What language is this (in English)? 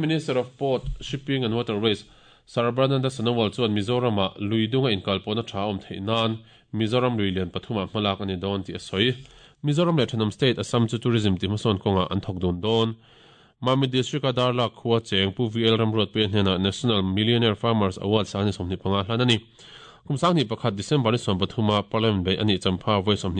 Mizo